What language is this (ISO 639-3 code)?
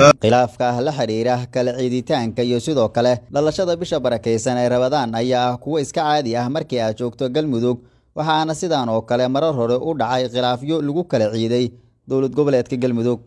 som